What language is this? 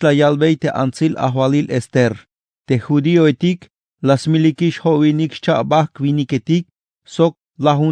Tzeltal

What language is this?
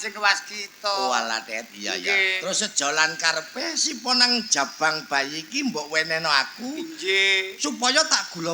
Javanese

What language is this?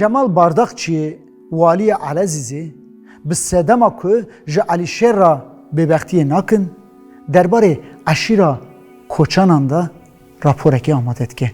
Kurdish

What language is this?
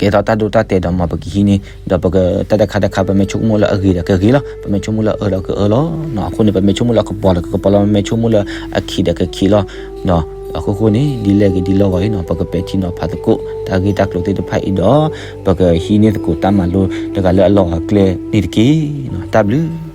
S'gaw Karen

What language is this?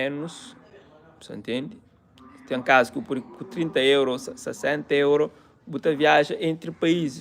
Kabuverdianu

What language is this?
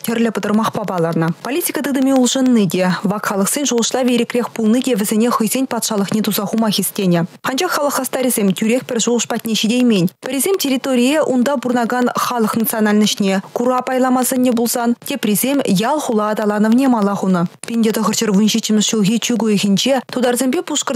Chuvash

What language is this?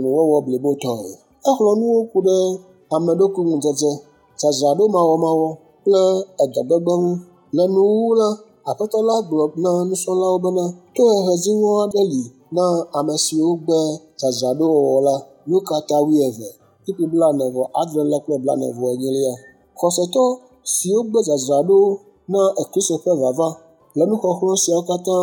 Ewe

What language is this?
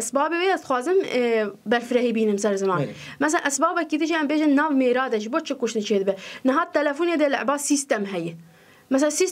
Kurdish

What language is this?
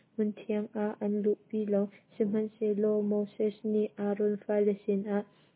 Hakha Chin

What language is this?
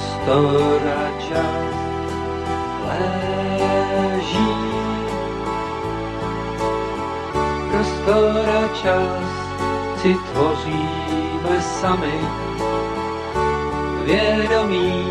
Czech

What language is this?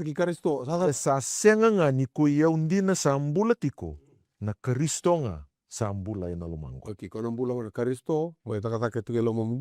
Fijian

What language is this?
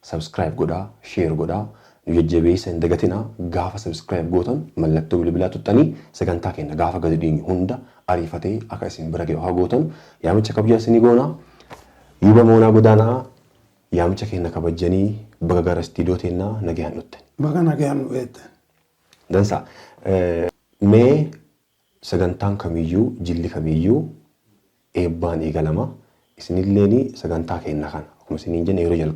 Oromo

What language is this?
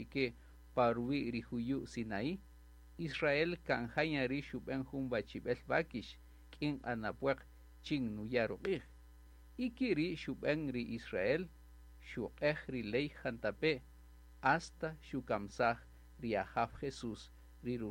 Kaqchikel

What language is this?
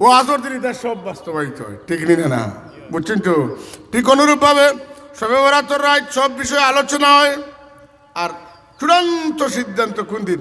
Sylheti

